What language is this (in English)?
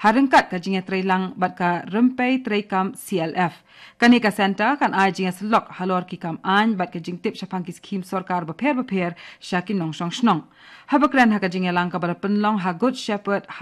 Khasi